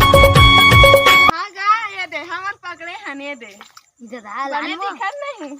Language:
Chhattisgarhi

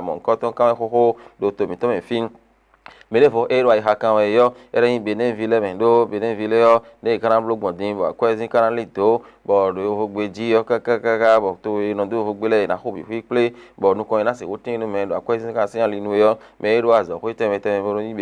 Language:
Fon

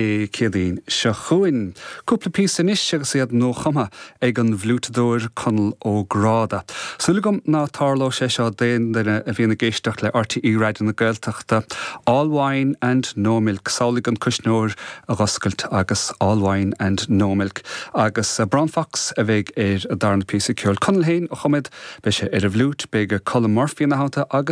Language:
Irish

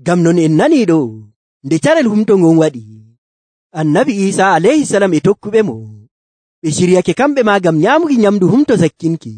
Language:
Nigerian Fulfulde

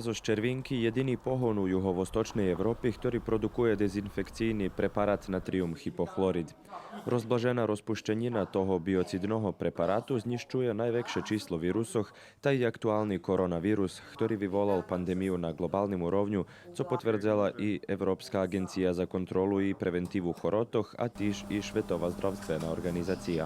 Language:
Rusyn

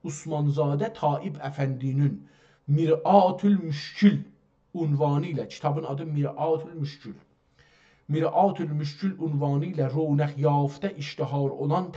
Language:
South Azerbaijani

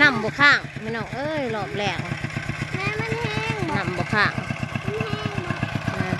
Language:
Northeastern Thai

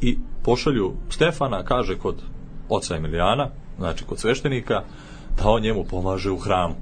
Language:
Serbian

